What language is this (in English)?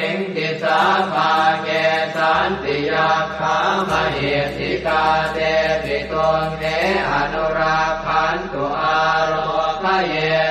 Pali